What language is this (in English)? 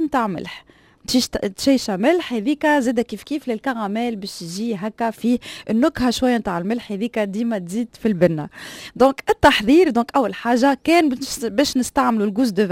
Tunisian Arabic